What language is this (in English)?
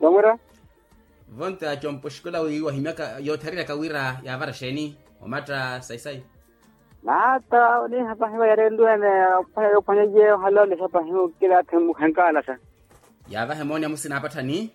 Makhuwa